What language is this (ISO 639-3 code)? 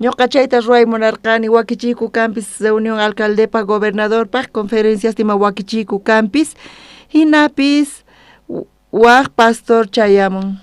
quh